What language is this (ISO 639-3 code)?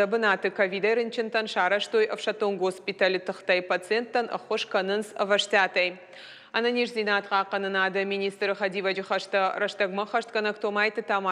oss